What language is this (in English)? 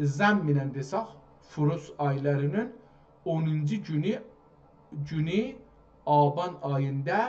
South Azerbaijani